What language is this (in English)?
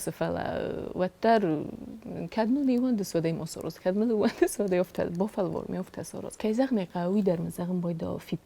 Ossetic